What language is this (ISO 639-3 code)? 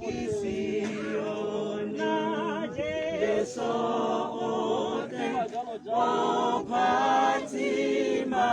tsn